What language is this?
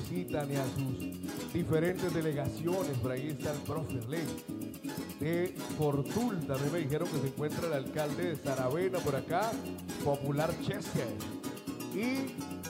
Spanish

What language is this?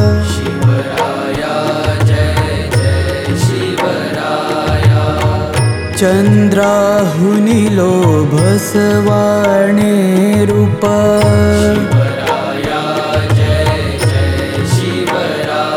Marathi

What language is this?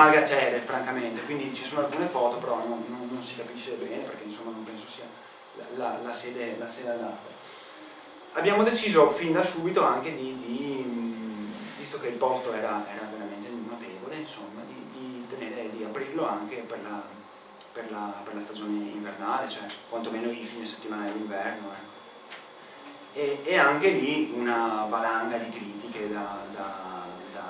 Italian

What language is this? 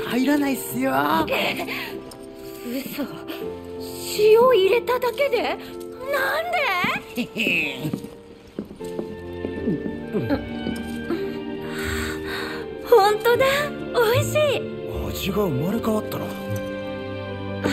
Japanese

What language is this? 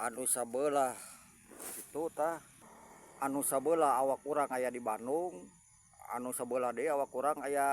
Sundanese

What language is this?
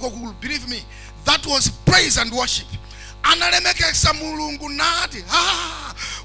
Nyanja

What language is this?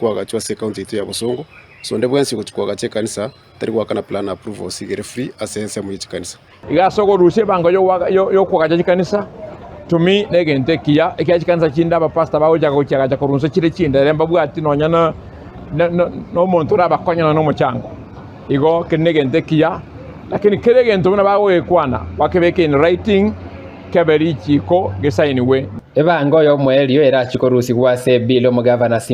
Gusii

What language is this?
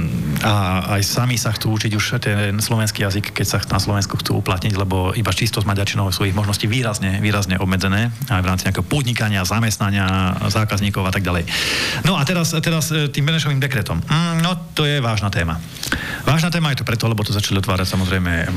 Slovak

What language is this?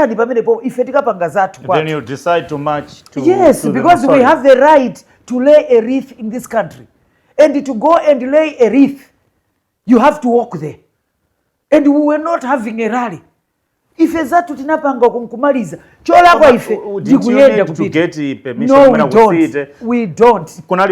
Nyanja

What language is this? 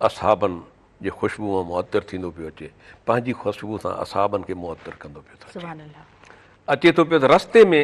Sindhi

